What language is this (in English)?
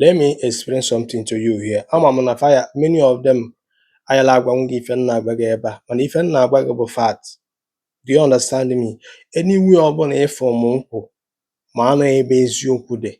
Igbo